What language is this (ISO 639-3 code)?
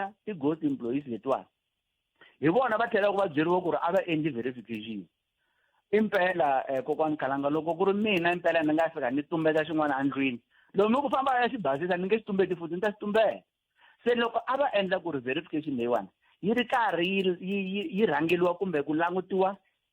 tso